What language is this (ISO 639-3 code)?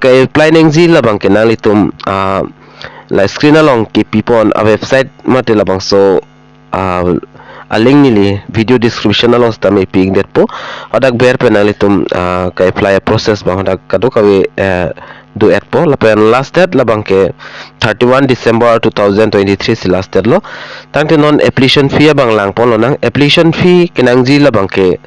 mjw